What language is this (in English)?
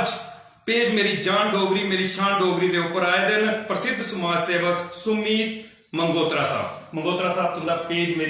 Dogri